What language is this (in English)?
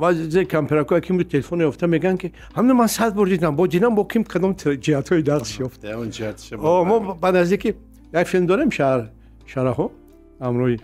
Tajik